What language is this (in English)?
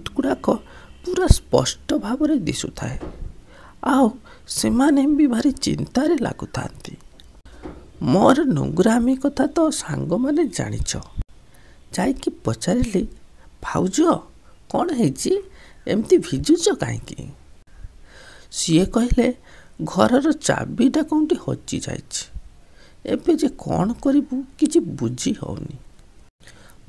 Odia